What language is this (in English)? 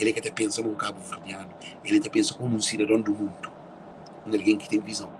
Kabuverdianu